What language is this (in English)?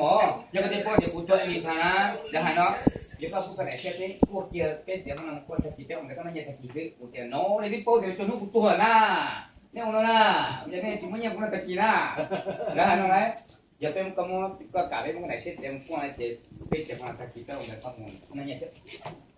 Hmong